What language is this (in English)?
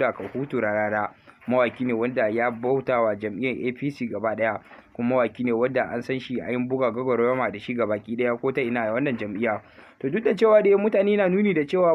Hausa